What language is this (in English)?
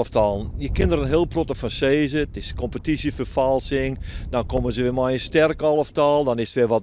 Western Frisian